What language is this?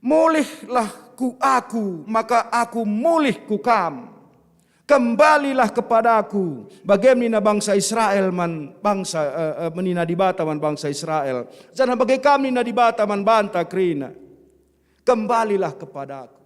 Batak Karo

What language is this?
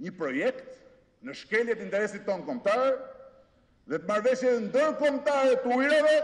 Albanian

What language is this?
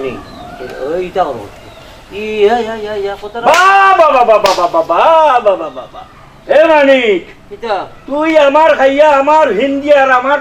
Sylheti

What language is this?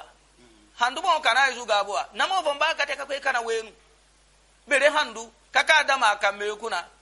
Yoruba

